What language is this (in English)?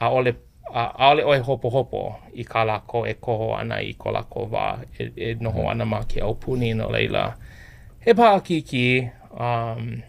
Hawaiian